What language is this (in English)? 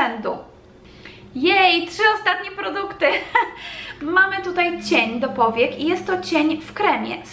Polish